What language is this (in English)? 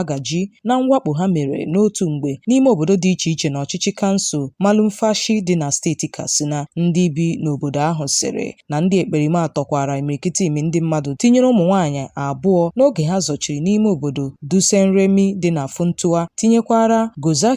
Igbo